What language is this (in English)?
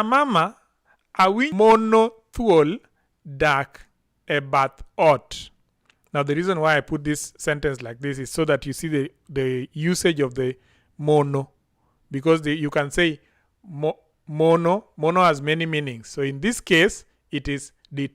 Luo (Kenya and Tanzania)